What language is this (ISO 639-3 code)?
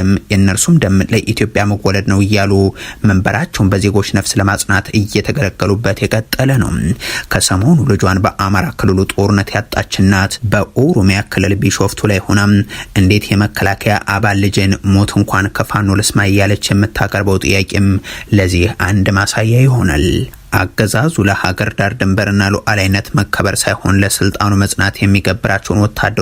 amh